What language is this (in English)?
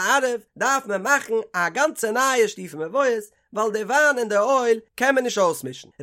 Yiddish